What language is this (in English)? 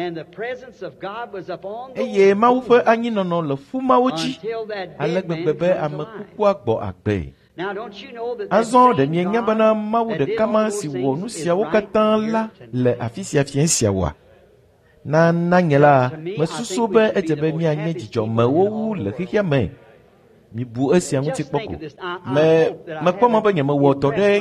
Ewe